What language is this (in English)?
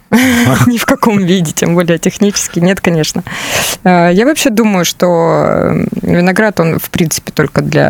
Russian